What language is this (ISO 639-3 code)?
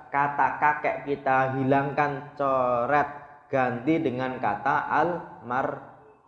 ind